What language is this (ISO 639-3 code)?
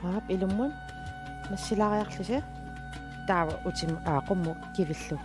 kal